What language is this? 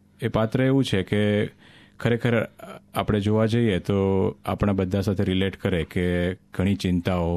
Gujarati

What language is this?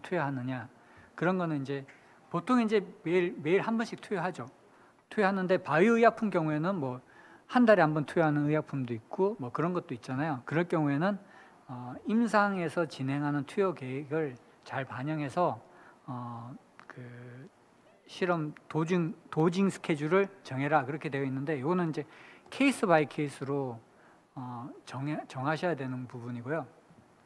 Korean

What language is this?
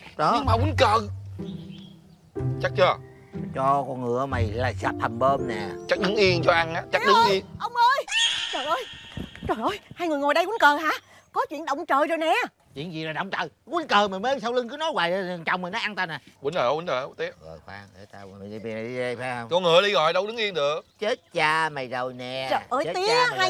Vietnamese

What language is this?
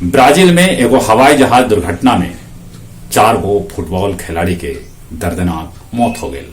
Magahi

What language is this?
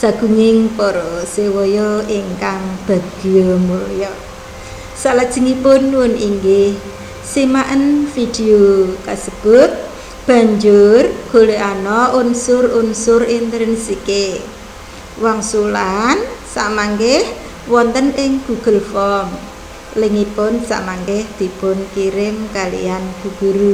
Javanese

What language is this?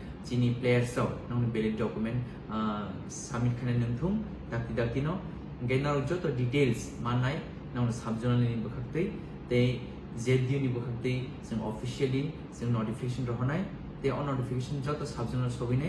Kok Borok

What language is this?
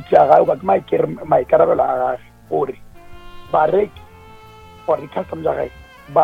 Northern Sotho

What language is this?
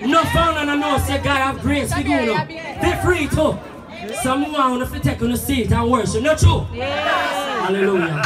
Jamaican Creole English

